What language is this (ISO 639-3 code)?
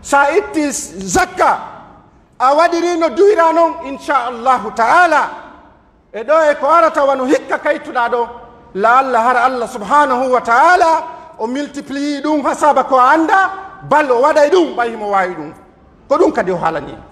fuf